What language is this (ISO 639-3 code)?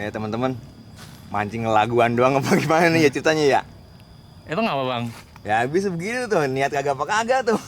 bew